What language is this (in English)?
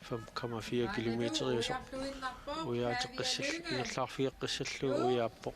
Kalaallisut